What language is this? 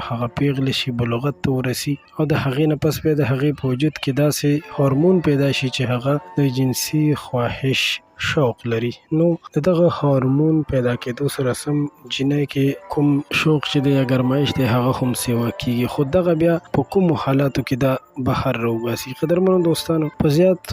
Pashto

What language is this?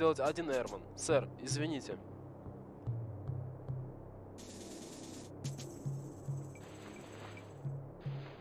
Russian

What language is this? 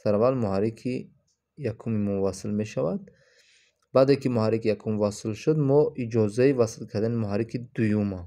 Tajik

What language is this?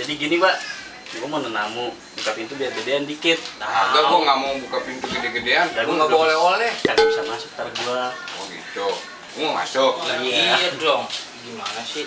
Betawi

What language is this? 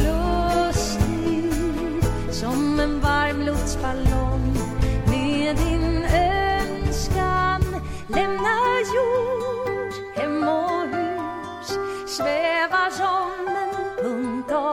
Swedish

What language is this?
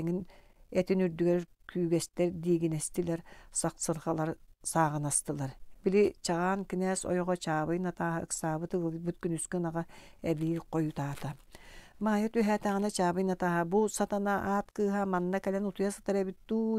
Yakut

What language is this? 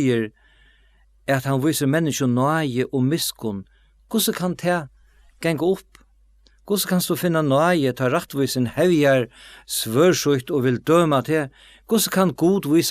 Faroese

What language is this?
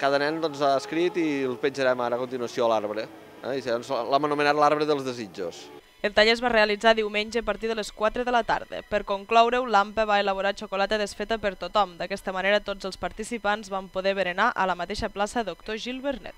Catalan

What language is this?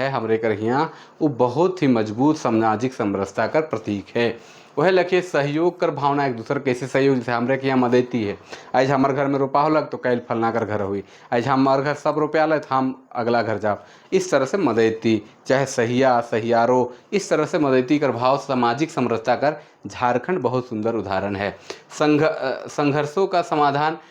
Sadri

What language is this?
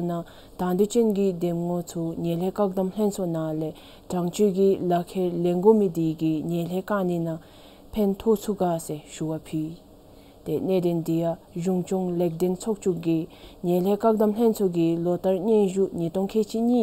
Dzongkha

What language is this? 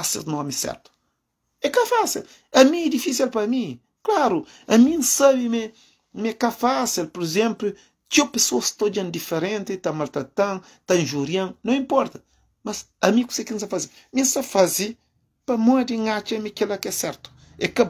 Kabuverdianu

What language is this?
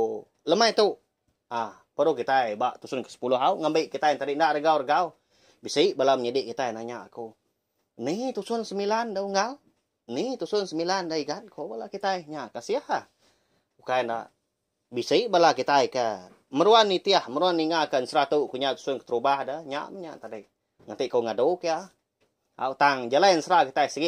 Iban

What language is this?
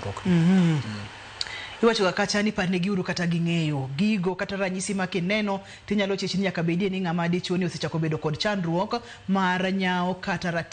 Luo (Kenya and Tanzania)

